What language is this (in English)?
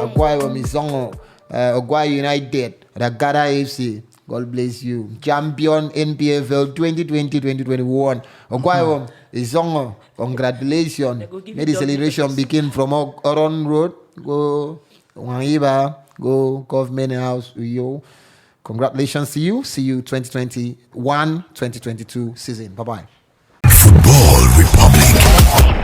Nigerian Pidgin